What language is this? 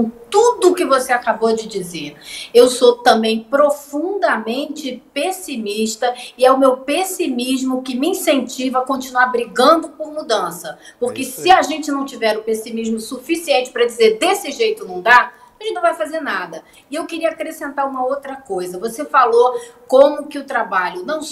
Portuguese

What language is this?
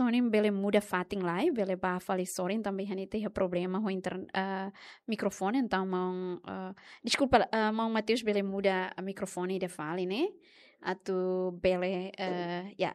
Tetum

